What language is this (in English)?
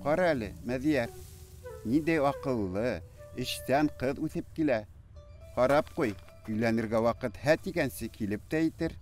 Bashkir